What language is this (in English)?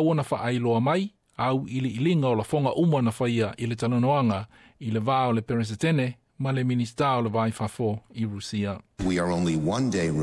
Samoan